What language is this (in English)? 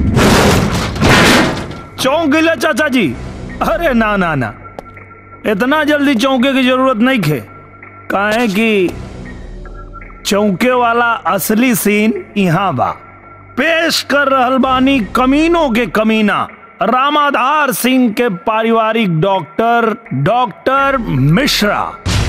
Bhojpuri